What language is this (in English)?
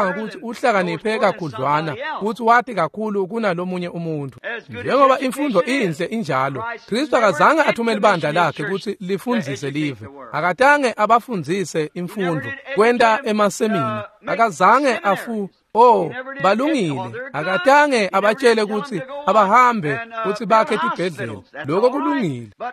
Swati